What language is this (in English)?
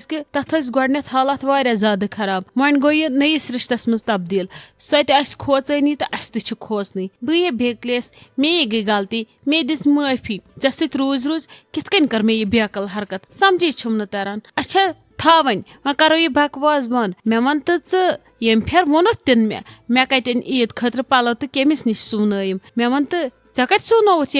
Kashmiri